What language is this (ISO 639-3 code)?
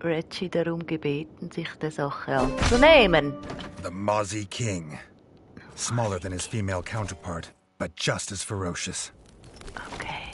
gsw